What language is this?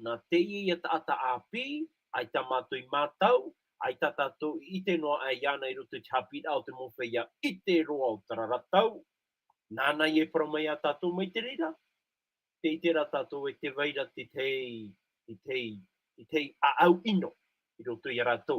Tahitian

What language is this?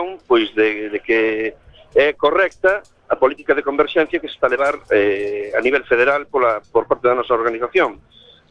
Galician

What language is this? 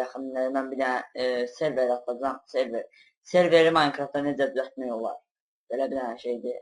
Azerbaijani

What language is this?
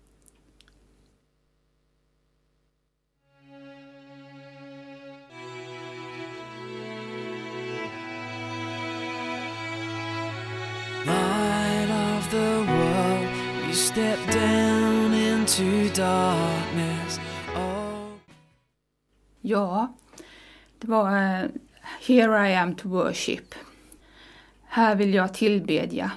Swedish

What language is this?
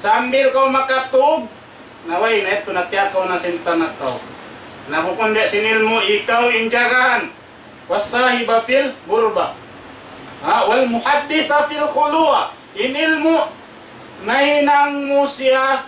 Tausug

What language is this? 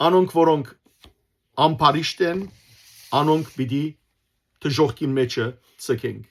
Western Armenian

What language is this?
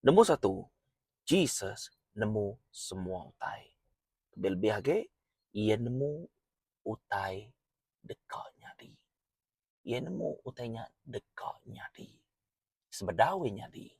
Iban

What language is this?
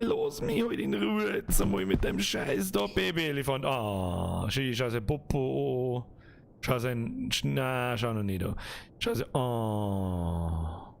Bavarian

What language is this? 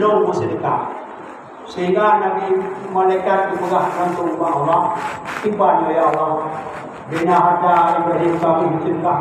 Achinese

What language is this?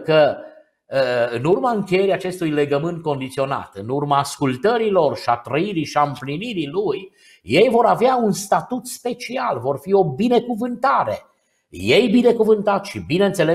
Romanian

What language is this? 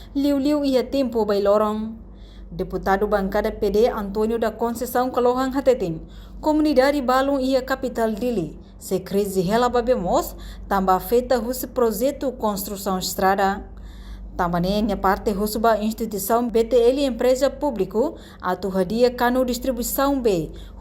Tetum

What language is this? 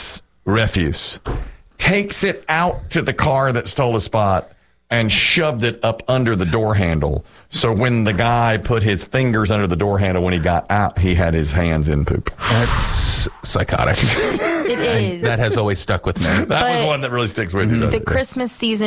English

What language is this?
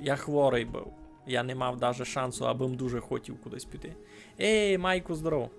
Rusyn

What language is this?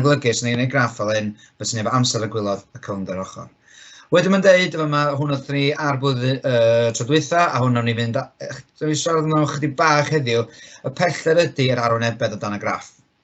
Welsh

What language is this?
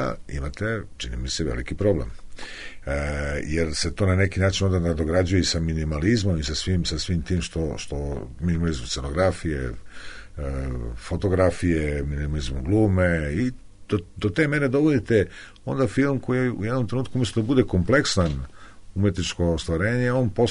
Serbian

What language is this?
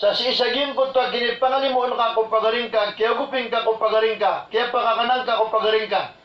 Maranao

